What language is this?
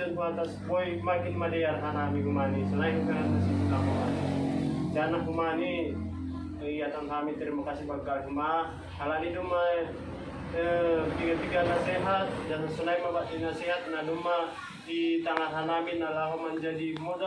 Batak Toba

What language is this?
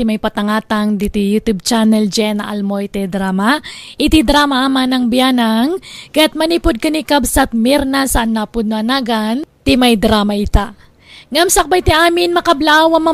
Iloko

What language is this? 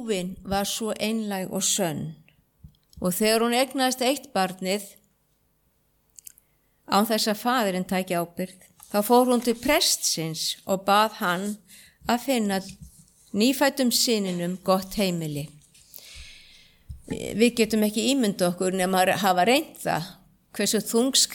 Icelandic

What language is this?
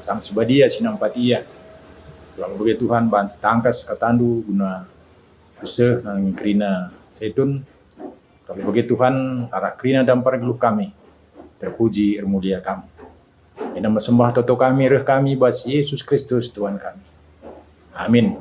Batak Karo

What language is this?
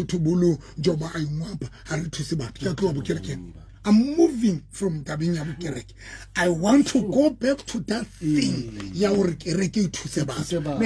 Southern Sotho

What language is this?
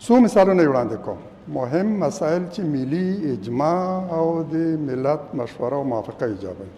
Pashto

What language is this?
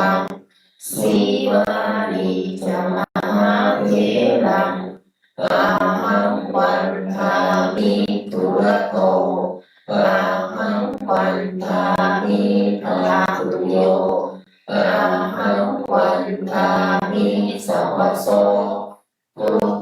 Pali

